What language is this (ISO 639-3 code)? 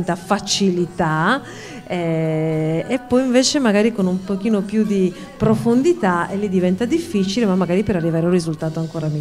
ita